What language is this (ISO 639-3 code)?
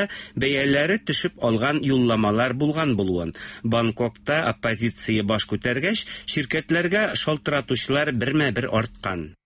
tat